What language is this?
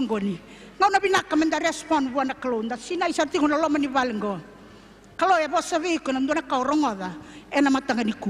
Fijian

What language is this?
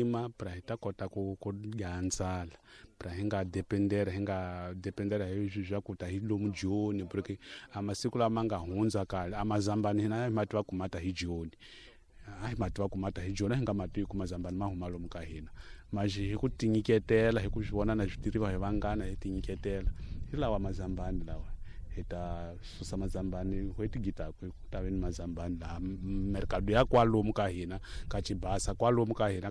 Tsonga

